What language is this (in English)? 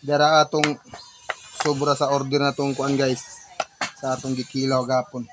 Cebuano